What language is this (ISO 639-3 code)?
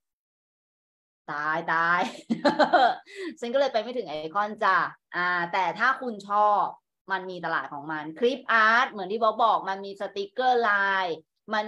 tha